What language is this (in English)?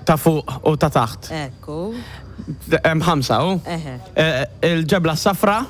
Maltese